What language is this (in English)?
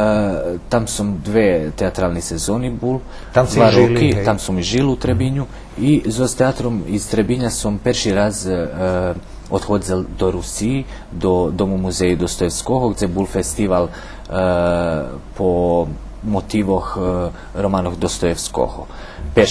Rusyn